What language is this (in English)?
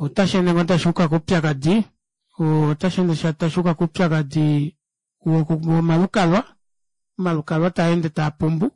Kuanyama